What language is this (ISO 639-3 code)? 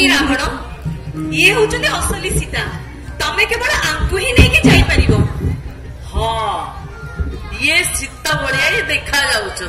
ori